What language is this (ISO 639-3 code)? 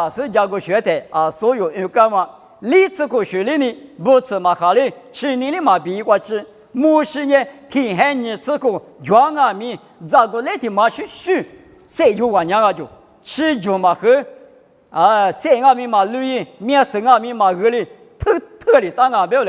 lis